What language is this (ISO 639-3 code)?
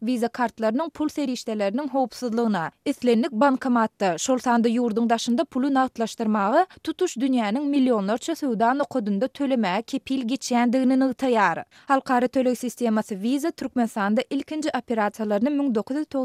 tuk